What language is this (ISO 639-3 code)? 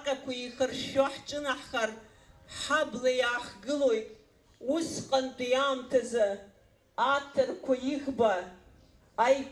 abk